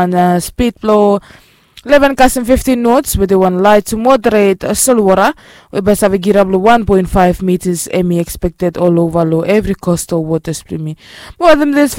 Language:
Bislama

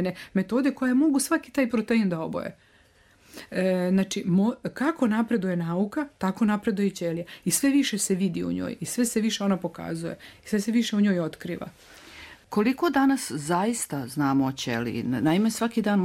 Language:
Serbian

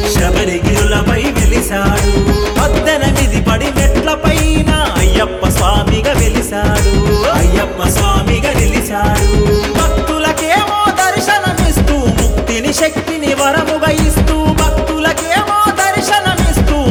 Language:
Telugu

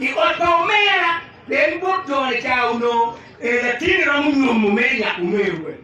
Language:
Acoli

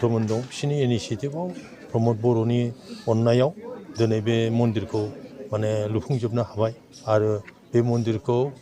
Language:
Bodo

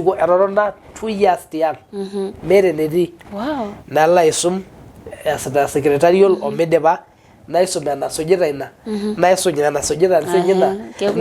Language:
Masai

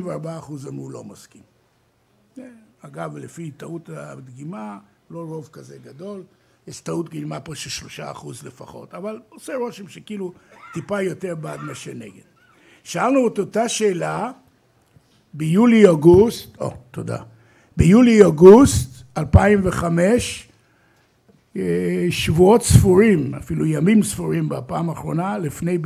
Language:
Hebrew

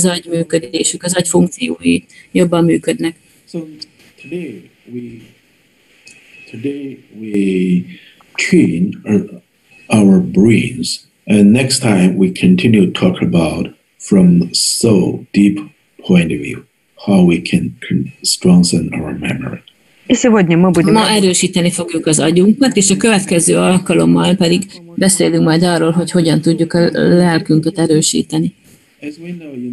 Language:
Hungarian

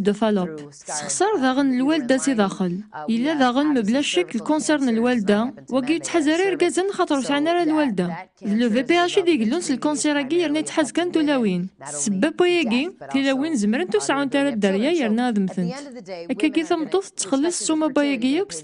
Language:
Kabyle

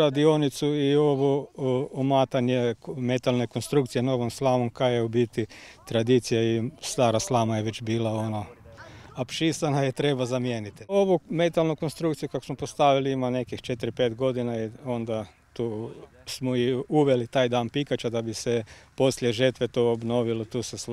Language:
Croatian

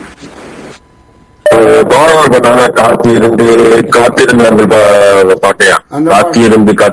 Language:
Tamil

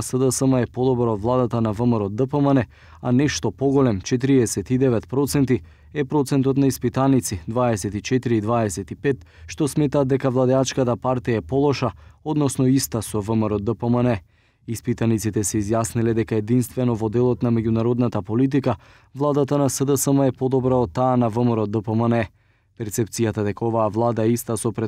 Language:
Macedonian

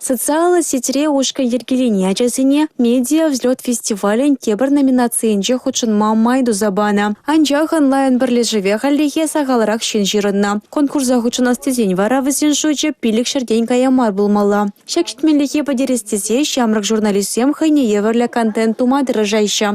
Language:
Chuvash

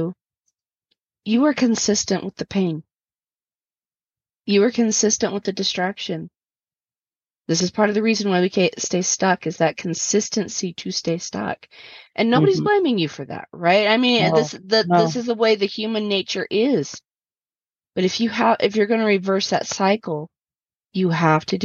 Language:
English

